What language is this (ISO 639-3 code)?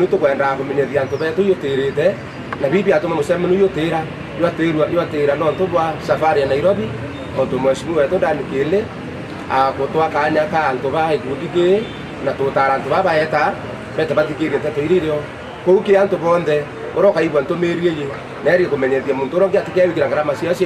mer